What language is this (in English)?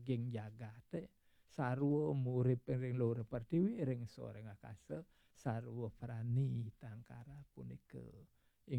Balinese